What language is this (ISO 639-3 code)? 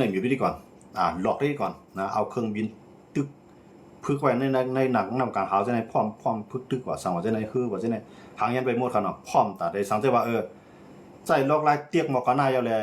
shn